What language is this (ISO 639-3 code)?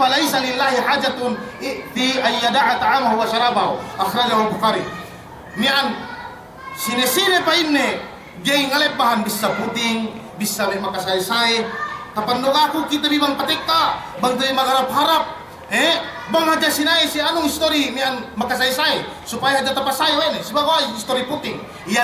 yka